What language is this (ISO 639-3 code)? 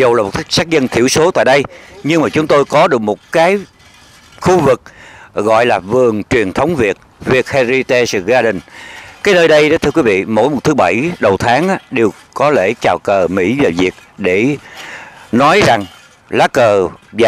vie